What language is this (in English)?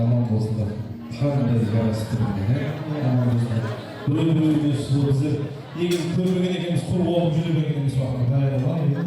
Kara-Kalpak